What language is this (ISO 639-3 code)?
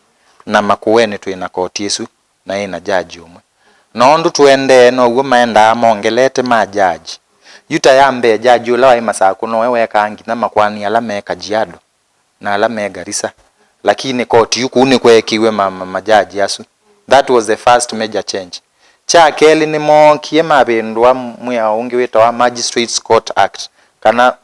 kam